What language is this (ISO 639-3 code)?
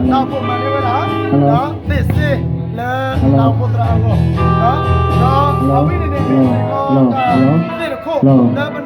ksw